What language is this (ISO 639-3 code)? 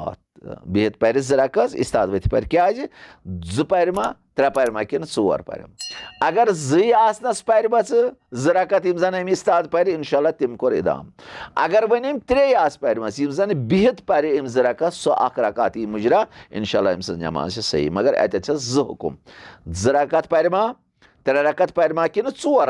kas